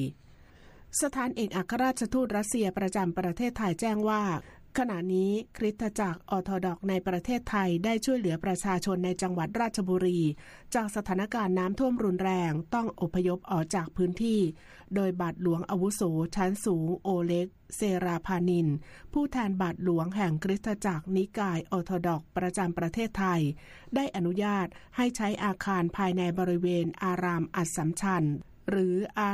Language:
Thai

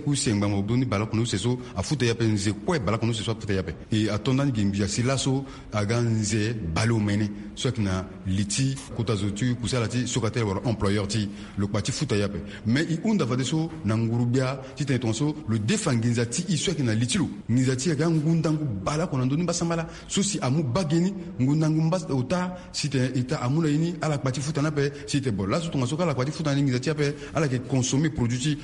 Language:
Sango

